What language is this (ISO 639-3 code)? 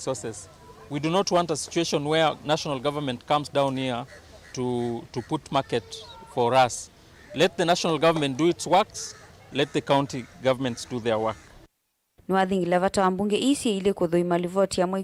kam